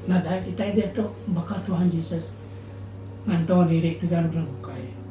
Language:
Iban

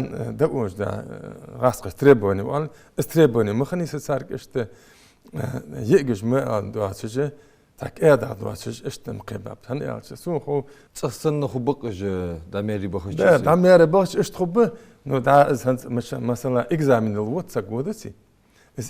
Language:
Ingush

